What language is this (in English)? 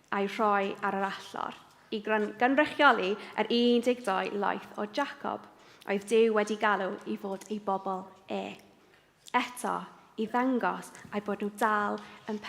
Welsh